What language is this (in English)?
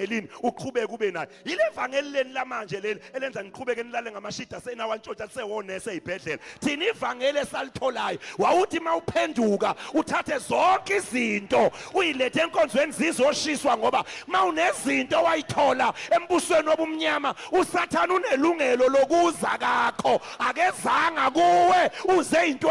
Zulu